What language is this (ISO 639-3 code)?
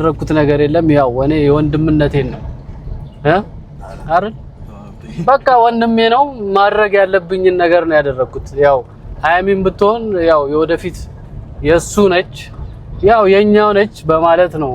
amh